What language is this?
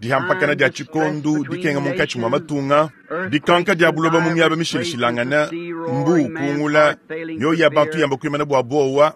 Luba-Lulua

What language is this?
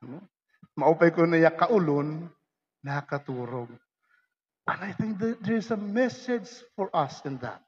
Waray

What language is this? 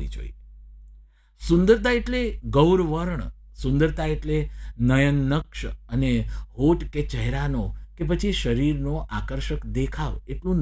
Gujarati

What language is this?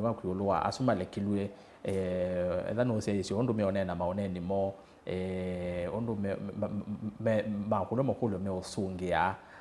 Kamba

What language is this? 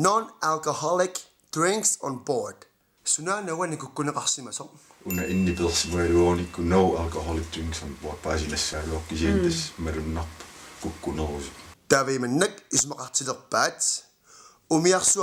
Kalaallisut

